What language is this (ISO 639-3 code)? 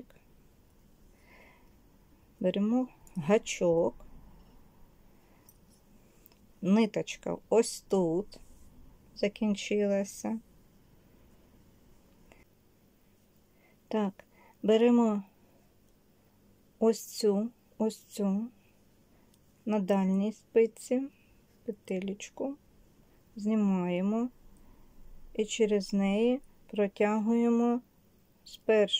ukr